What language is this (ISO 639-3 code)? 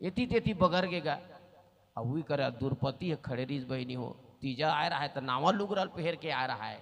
hne